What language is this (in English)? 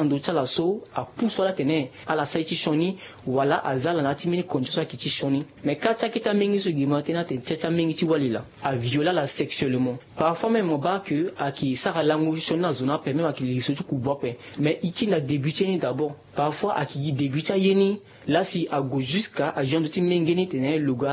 Sango